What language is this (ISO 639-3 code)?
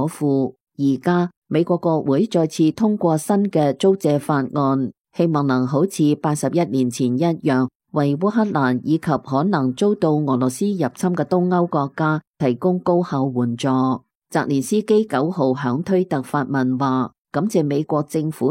yue